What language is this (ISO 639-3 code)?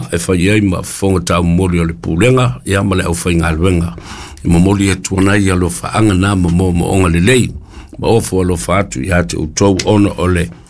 smo